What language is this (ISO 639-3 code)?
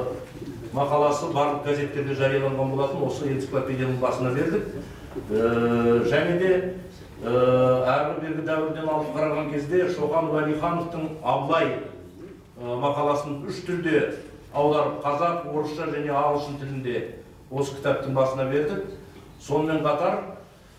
kaz